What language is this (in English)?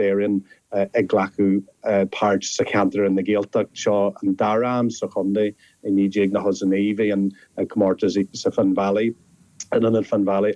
Irish